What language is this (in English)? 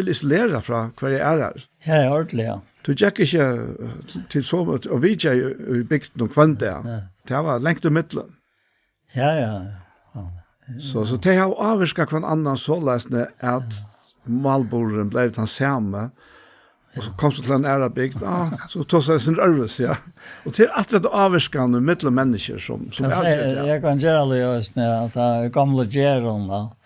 Faroese